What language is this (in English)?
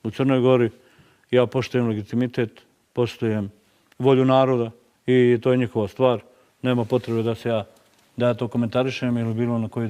Bosnian